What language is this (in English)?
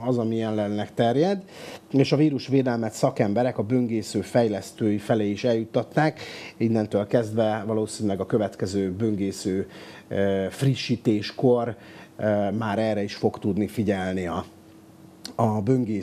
Hungarian